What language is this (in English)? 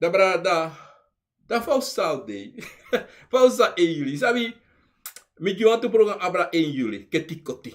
Sranan Tongo